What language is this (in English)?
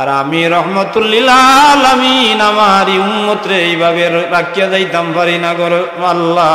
Sylheti